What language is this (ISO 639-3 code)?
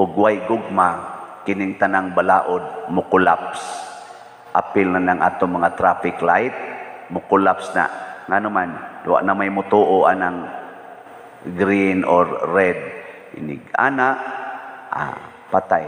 ceb